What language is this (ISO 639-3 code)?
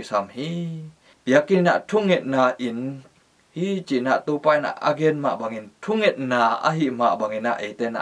ctd